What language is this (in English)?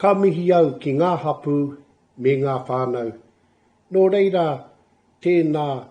Māori